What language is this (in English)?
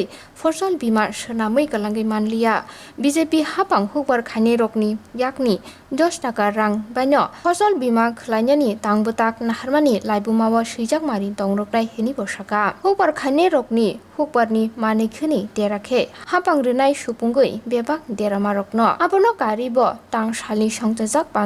Kok Borok